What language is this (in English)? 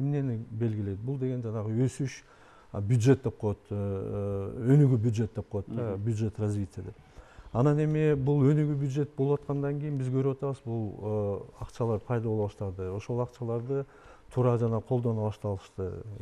Kyrgyz